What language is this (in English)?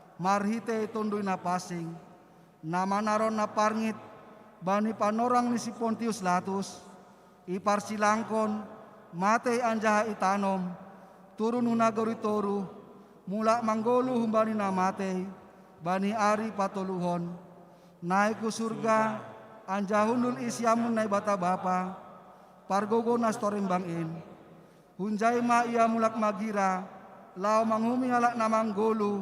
Batak Simalungun